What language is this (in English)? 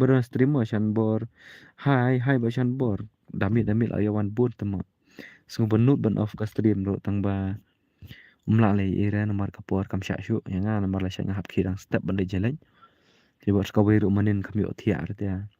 Khasi